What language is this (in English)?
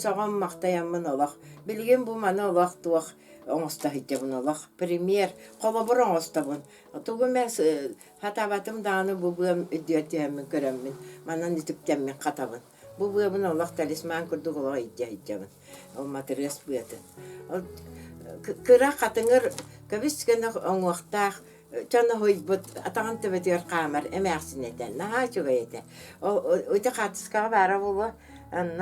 Yakut